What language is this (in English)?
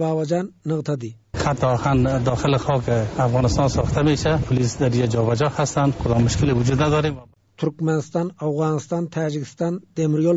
Turkmen